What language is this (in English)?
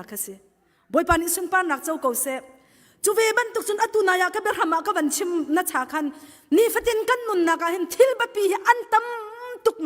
Hakha Chin